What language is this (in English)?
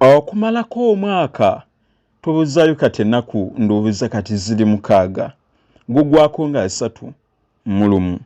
Ganda